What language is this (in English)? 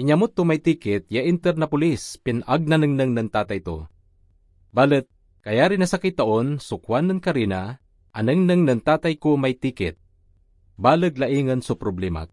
Pangasinan